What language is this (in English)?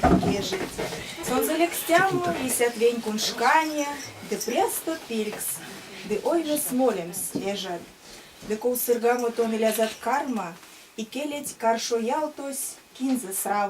Erzya